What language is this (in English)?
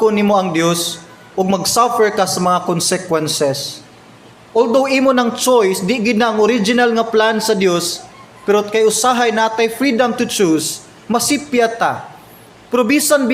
Cebuano